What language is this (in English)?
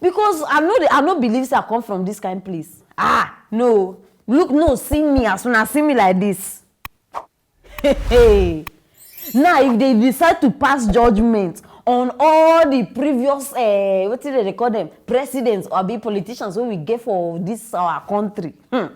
Nigerian Pidgin